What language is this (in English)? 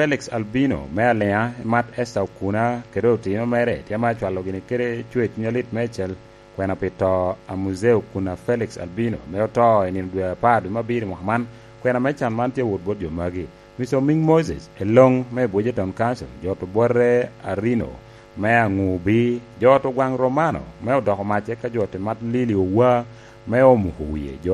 Lango (Uganda)